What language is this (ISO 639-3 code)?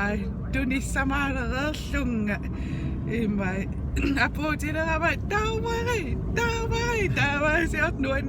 kal